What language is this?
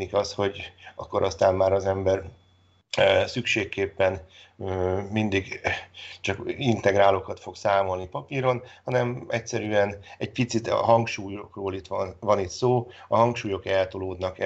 Hungarian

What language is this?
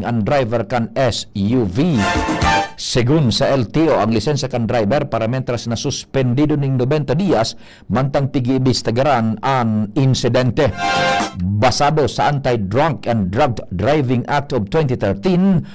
Bikol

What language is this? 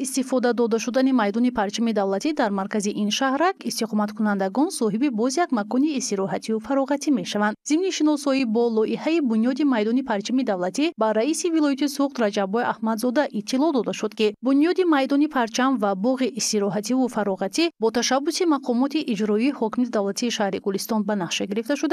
Tajik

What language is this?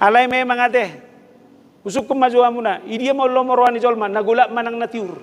Batak Toba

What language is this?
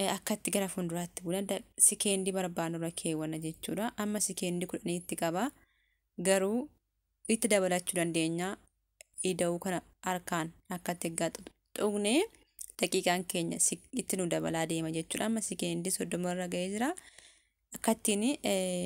Oromo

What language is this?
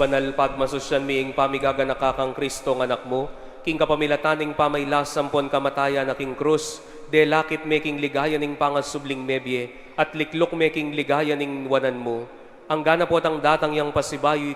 Pampanga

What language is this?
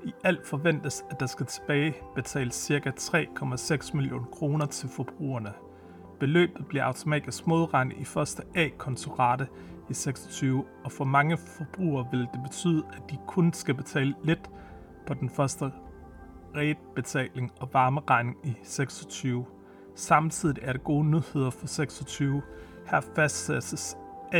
Danish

